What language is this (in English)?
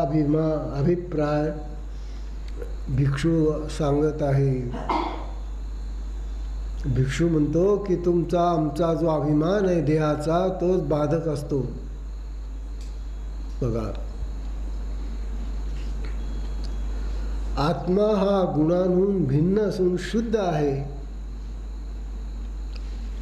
Marathi